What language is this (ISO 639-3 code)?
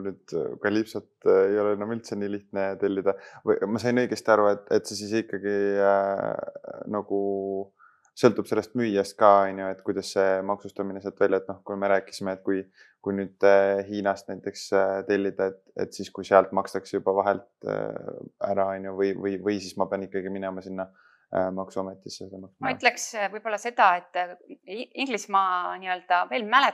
est